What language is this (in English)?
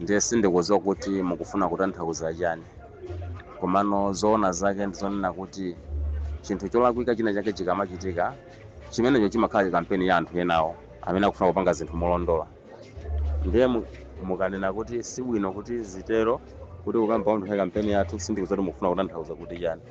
Nyanja